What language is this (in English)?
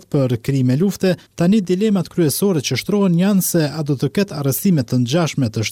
Albanian